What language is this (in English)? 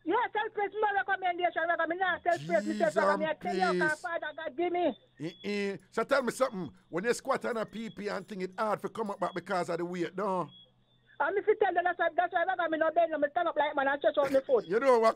Jamaican Creole English